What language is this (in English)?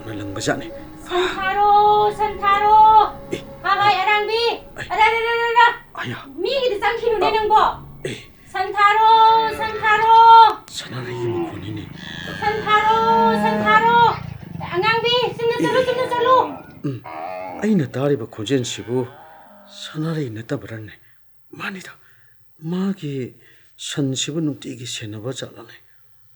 Manipuri